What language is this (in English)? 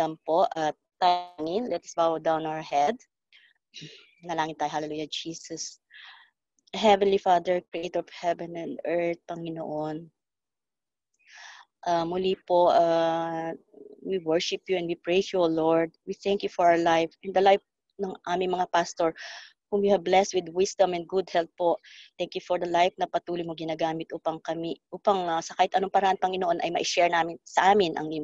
Filipino